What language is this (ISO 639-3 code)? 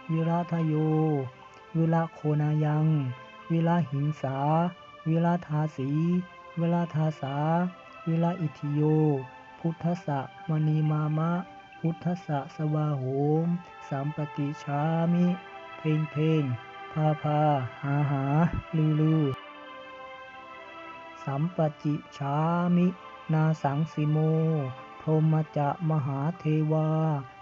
pli